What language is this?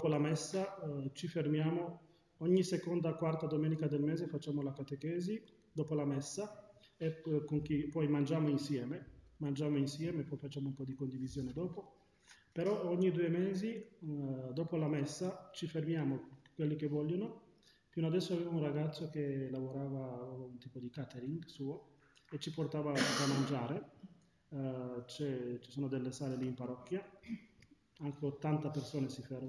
Italian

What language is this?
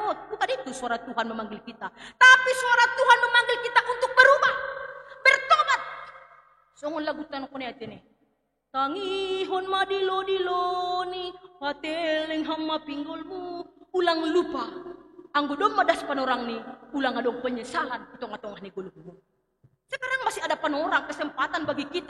Batak Simalungun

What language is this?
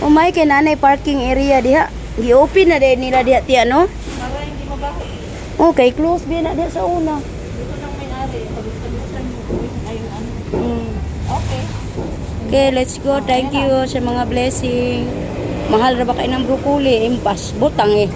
Cebuano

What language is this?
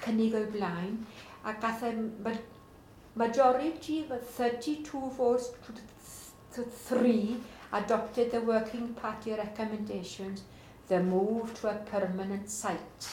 Welsh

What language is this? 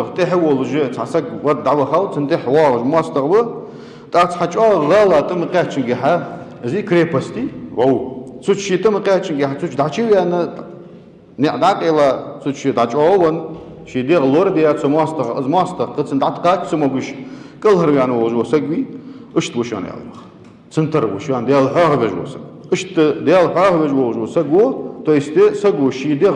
Ingush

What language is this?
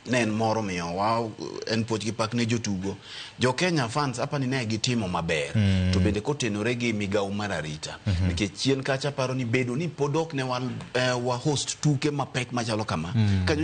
Luo (Kenya and Tanzania)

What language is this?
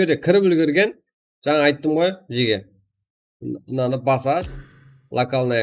Kara-Kalpak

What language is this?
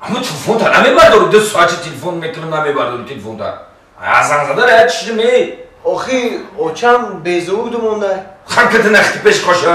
Tajik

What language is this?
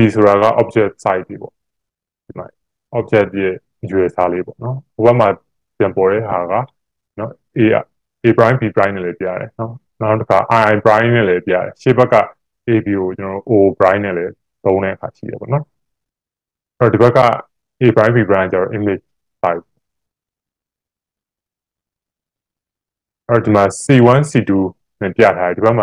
Burmese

